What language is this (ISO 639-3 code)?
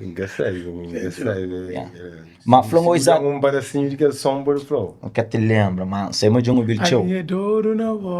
kea